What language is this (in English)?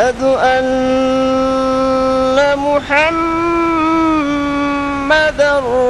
Divehi